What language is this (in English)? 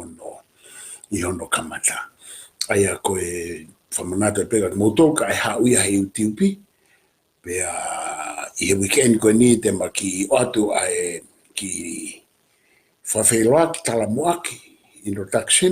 Tongan